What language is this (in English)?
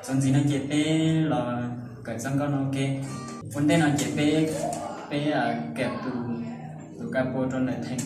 Hmong